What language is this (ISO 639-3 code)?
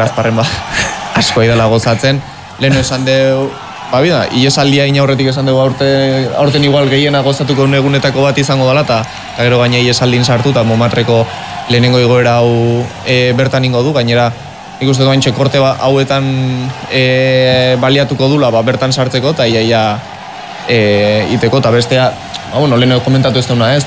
eus